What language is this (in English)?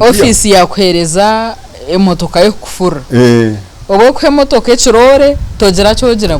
Nyankole